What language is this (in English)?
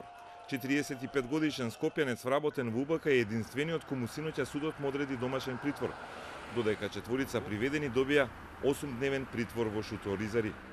Macedonian